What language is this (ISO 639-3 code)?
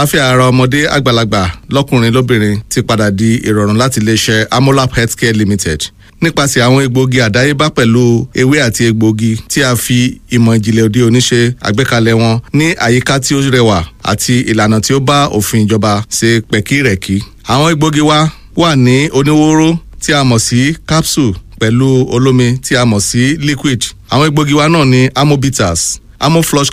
yor